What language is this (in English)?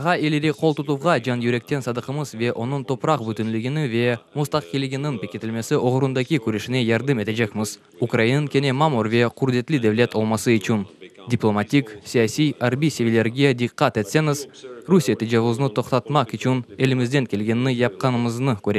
Crimean Tatar